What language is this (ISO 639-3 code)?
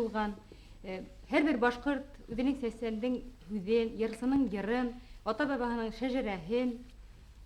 bak